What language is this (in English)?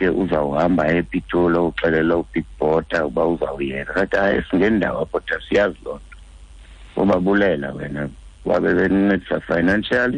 Xhosa